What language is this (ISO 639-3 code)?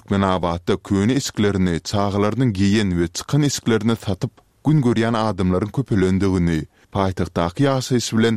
tuk